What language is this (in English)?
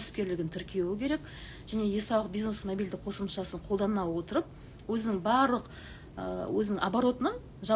Kazakh